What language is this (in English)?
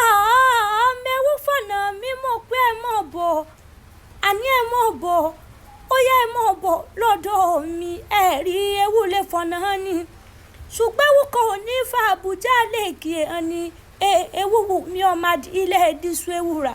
Yoruba